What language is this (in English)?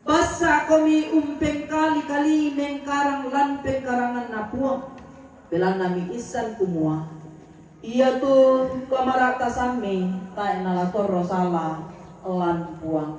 Toraja-Sa'dan